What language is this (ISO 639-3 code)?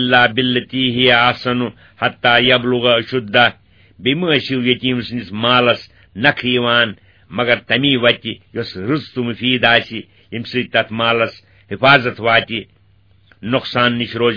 kas